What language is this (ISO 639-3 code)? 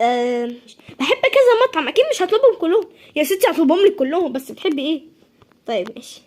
arz